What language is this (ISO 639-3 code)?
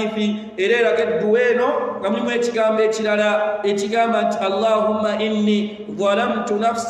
lug